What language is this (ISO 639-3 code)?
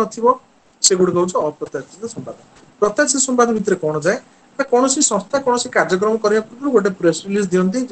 ori